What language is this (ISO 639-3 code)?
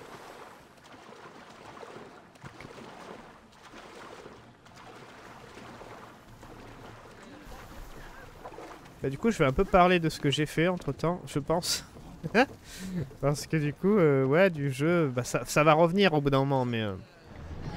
fra